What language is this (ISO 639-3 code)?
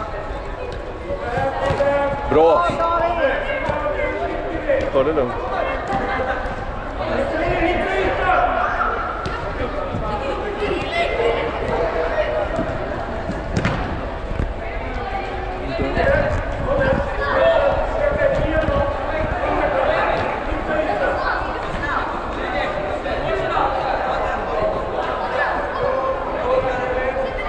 swe